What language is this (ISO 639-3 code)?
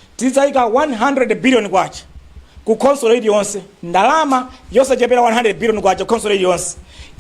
nya